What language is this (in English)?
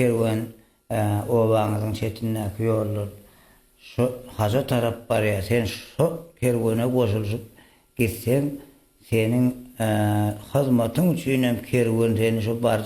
Turkmen